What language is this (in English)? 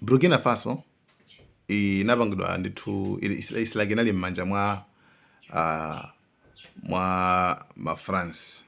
Nyanja